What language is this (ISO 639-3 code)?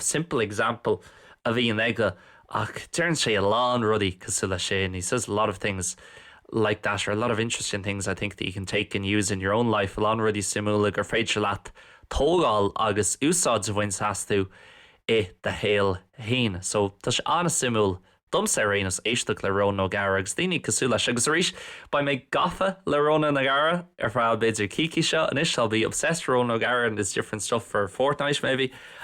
gle